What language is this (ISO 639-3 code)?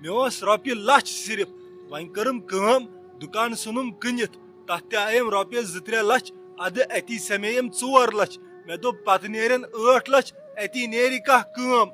kas